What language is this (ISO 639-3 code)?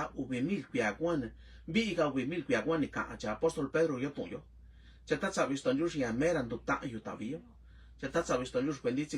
mix